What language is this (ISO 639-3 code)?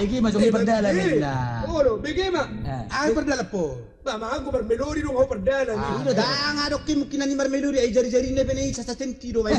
bbc